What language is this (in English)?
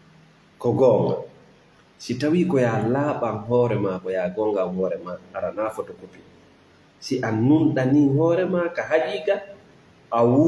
Fula